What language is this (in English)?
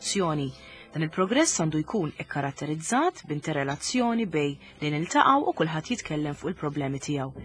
Maltese